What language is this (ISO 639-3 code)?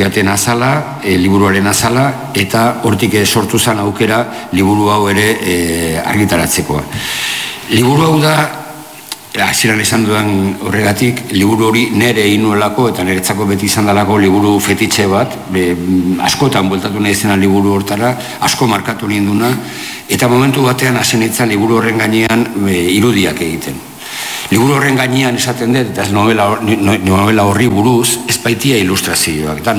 eus